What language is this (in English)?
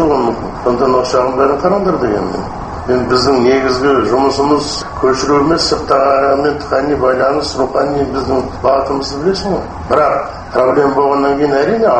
Kazakh